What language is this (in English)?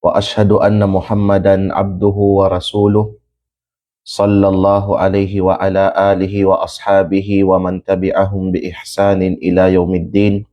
Kalagan